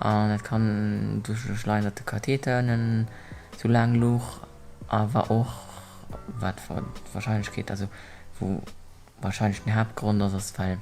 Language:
Luxembourgish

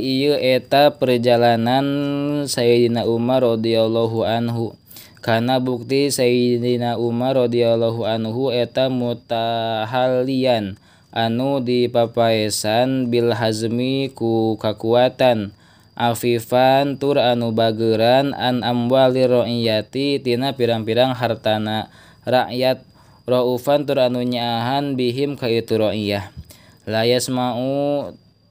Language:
Sundanese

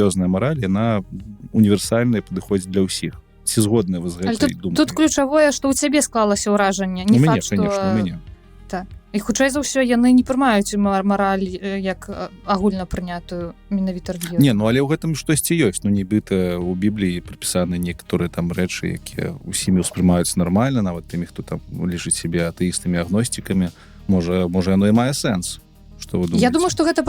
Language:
Belarusian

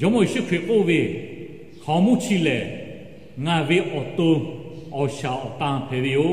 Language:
Lahu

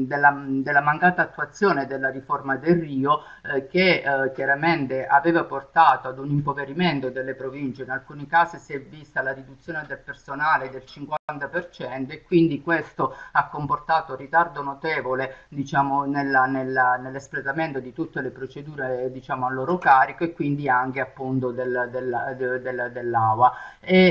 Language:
Italian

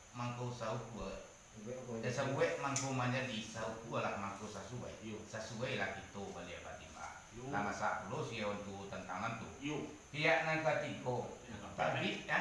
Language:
Minangkabau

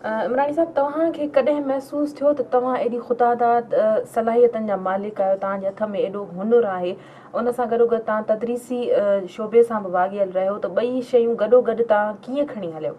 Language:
Sindhi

